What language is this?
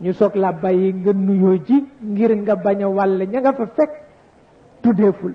Wolof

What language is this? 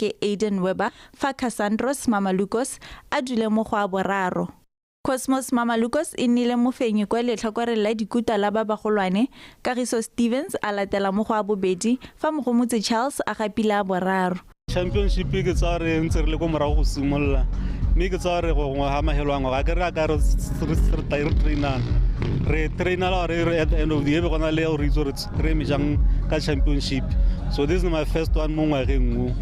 Tswana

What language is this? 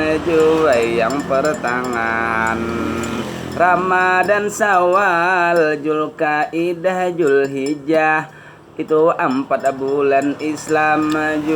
Banjar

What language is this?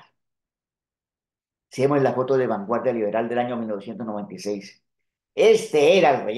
Spanish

